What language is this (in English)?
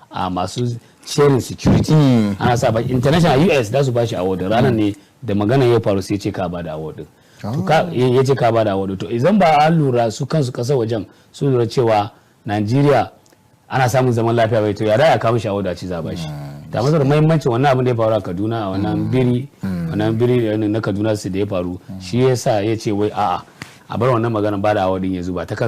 Hausa